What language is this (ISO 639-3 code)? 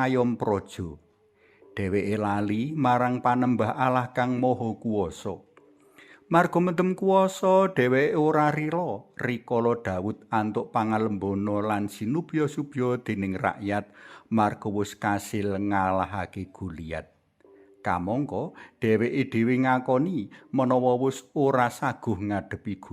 jav